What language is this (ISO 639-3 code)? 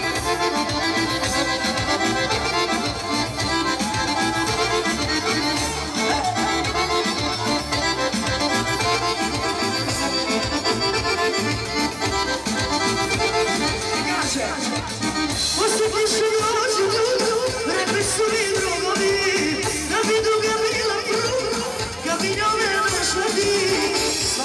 hrv